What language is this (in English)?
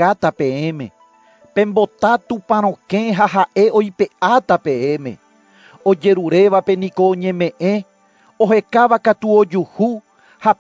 Guarani